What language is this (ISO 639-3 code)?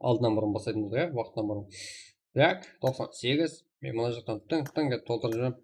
kaa